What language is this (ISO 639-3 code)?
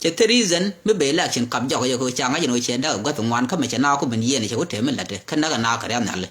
nus